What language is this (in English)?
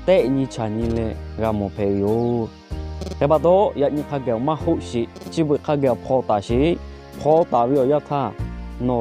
Lahu